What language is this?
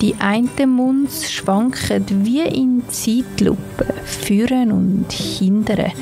Swiss German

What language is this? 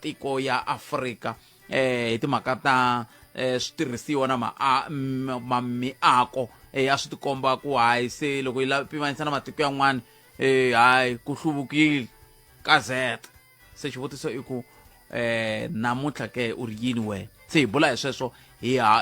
Tsonga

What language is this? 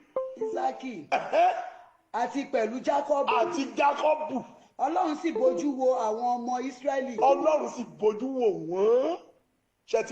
Yoruba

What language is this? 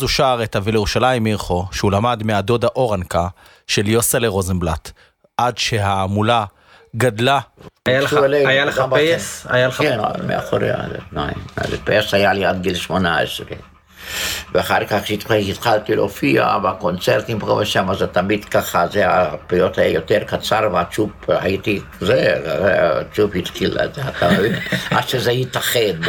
Hebrew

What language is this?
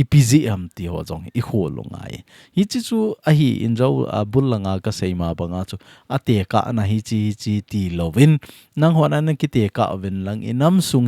Thado Chin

